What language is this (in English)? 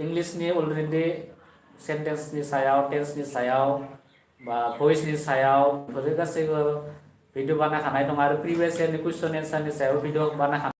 Bodo